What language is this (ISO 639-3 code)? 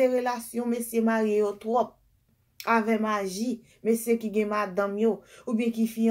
hat